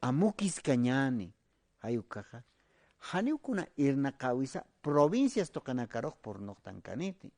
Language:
Aymara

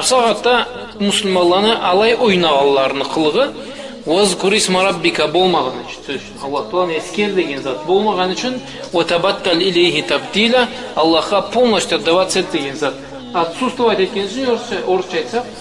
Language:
Karachay-Balkar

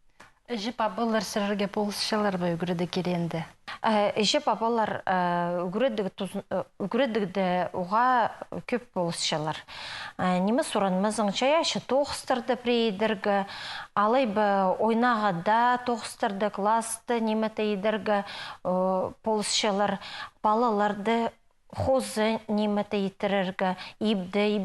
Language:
Khakas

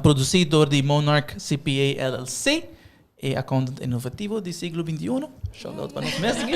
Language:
Papiamento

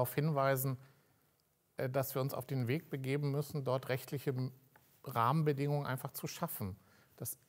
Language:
German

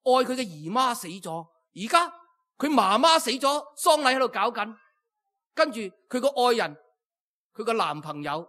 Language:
Cantonese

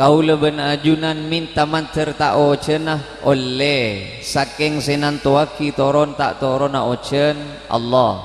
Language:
Madurese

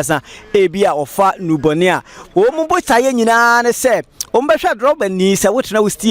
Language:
Akan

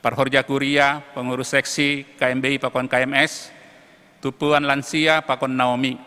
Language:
Batak Simalungun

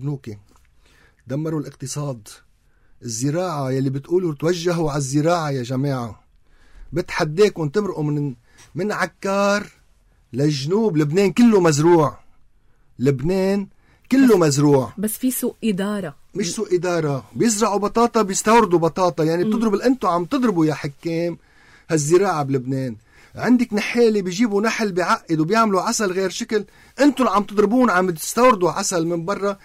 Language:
North Levantine Arabic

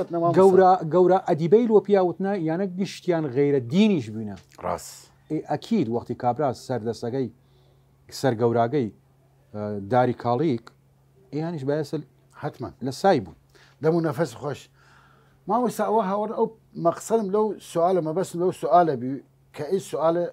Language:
Southern Kurdish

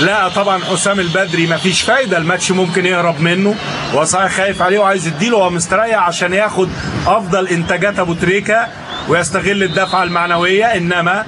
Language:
Egyptian Arabic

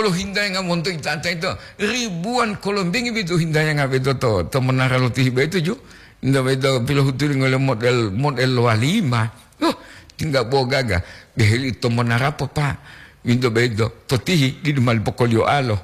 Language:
Gorontalo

